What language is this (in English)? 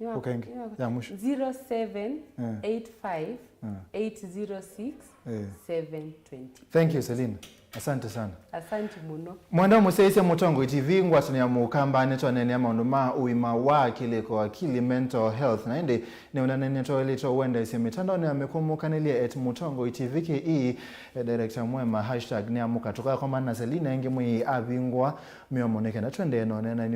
Kamba